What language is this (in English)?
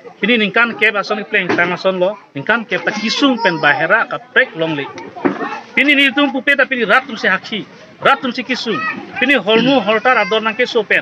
Karbi